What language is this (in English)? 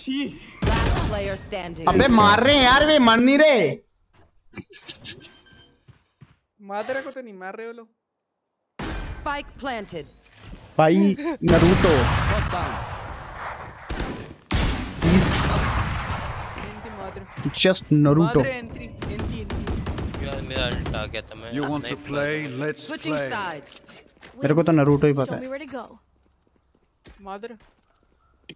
Hindi